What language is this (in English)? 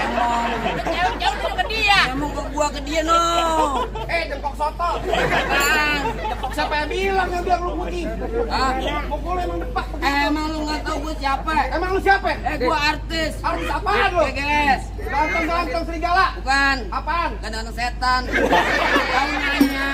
Betawi